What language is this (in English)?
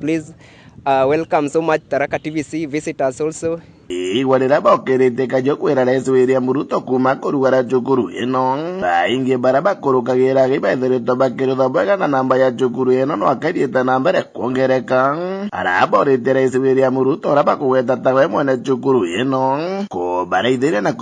Meru